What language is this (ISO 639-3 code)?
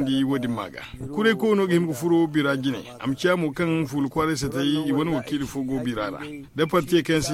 dje